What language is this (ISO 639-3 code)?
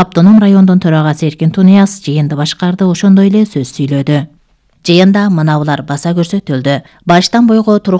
kir